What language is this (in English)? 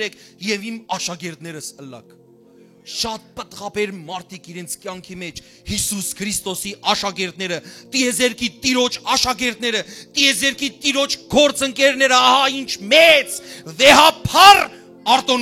Western Armenian